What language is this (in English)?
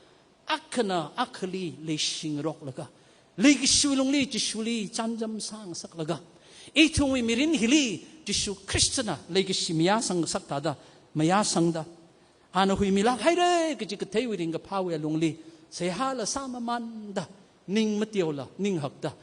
Tangkhul Naga (India)